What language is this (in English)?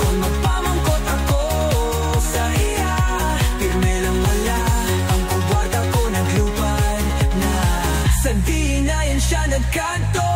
Hiligaynon